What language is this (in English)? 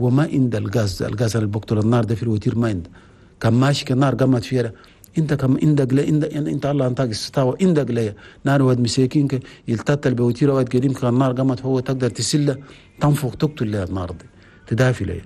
Chadian Arabic